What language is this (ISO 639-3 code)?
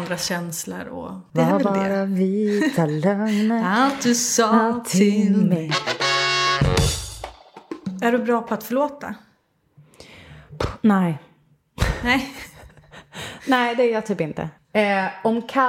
swe